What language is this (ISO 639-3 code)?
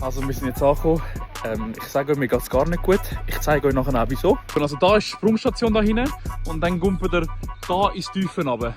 gsw